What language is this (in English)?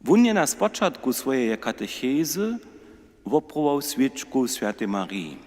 Upper Sorbian